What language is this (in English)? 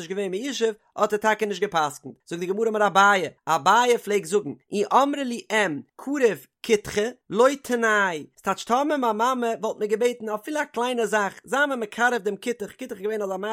Yiddish